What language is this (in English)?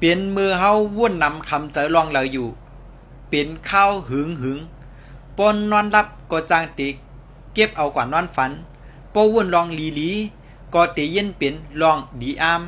Shan